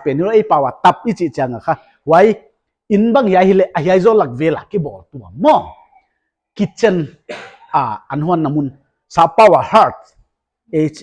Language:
Paite Chin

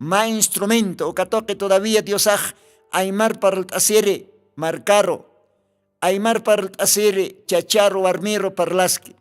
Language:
Aymara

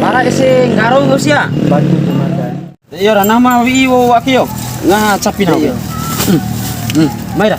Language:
Bima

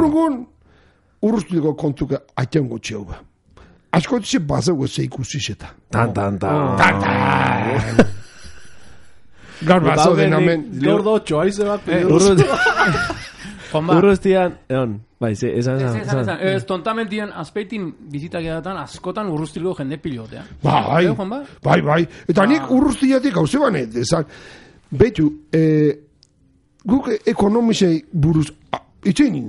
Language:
Basque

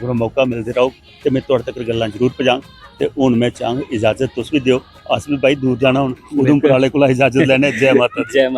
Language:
Dogri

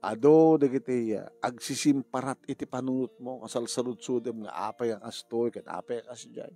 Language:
Iloko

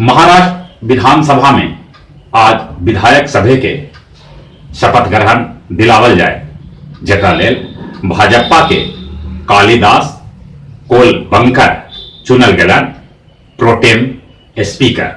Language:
Magahi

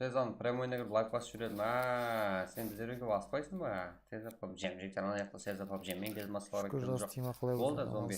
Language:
Kara-Kalpak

